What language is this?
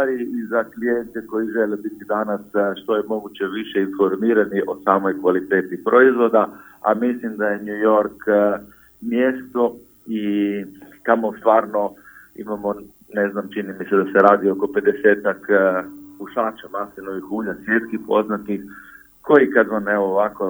Croatian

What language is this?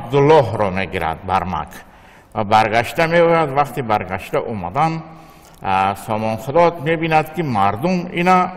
Tajik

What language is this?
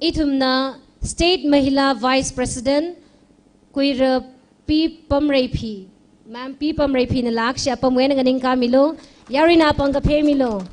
Tangkhul Naga (India)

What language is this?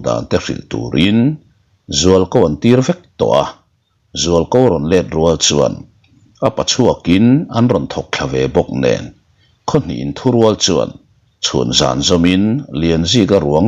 Mizo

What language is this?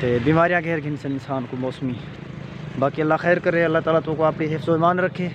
Saraiki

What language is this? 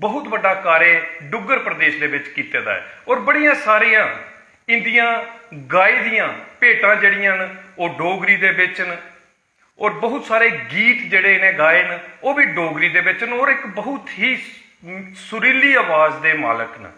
Dogri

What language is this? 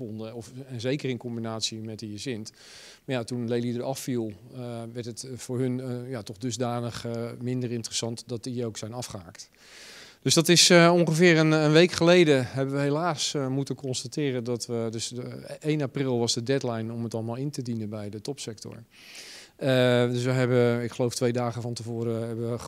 Dutch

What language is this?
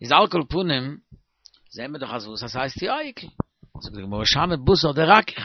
Yiddish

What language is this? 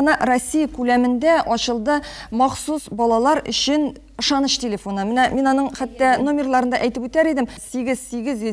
Tatar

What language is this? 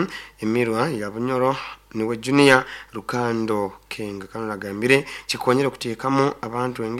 Nyankole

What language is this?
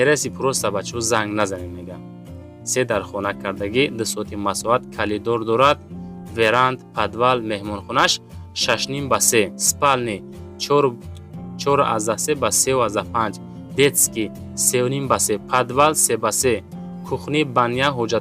Tajik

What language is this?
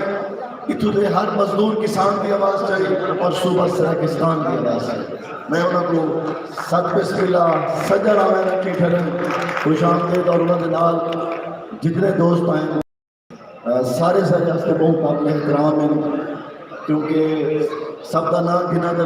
Saraiki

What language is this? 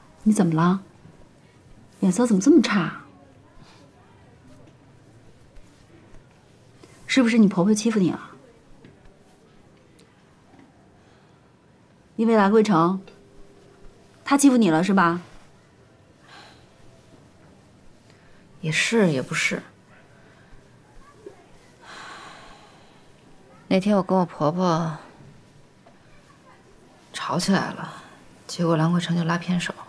Chinese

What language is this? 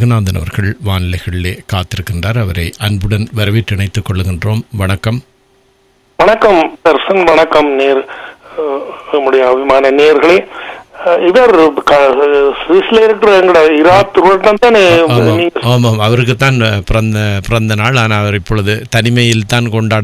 Tamil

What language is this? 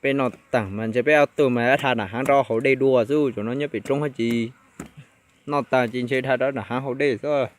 Hmong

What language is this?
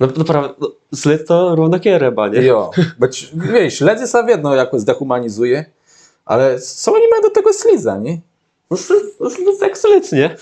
Kashubian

